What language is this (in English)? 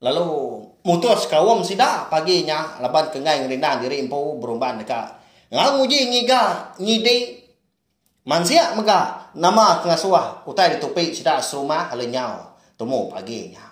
Iban